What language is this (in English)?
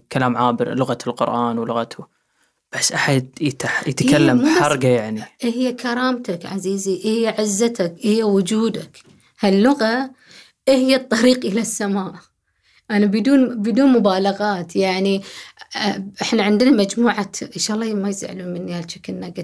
Gulf Arabic